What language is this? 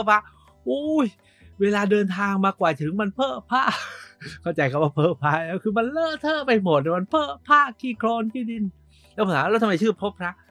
Thai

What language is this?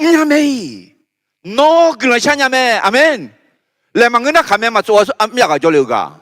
Akha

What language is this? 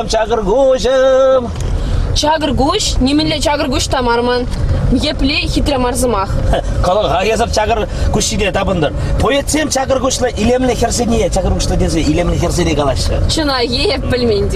Chuvash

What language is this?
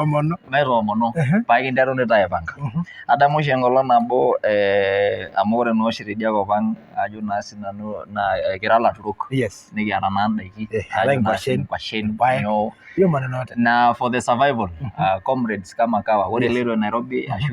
Masai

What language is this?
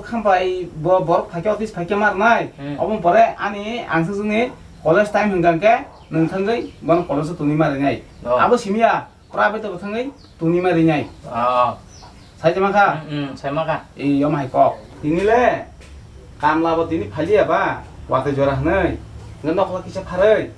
Kok Borok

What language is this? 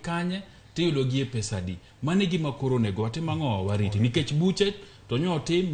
Luo (Kenya and Tanzania)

